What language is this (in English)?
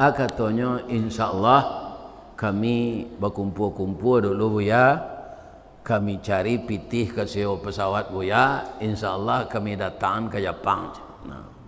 Minangkabau